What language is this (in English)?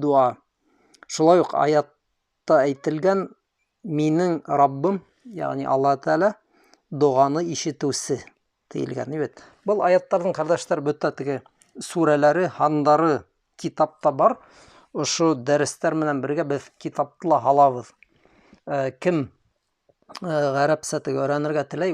Bashkir